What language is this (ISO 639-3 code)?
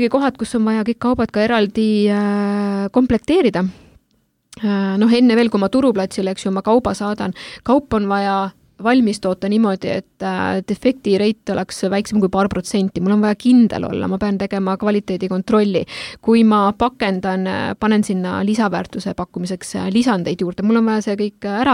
est